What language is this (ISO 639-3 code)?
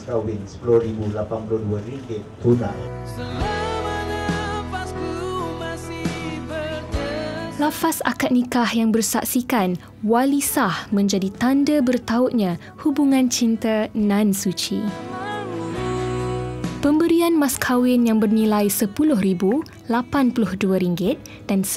msa